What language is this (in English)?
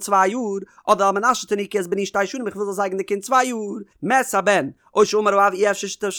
Yiddish